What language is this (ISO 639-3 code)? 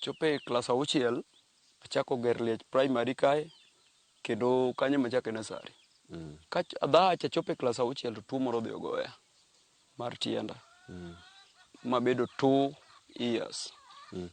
luo